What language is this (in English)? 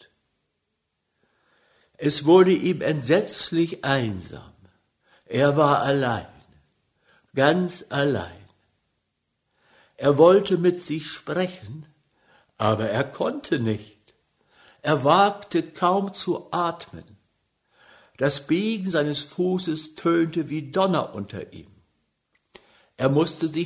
German